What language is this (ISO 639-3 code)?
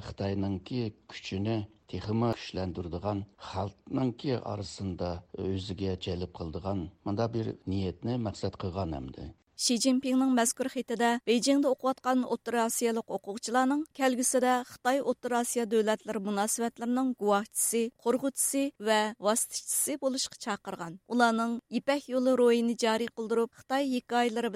uig